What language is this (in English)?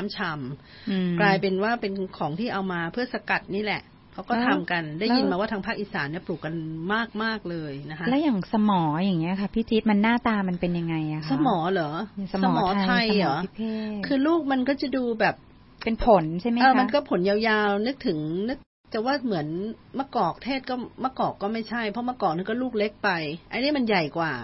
Thai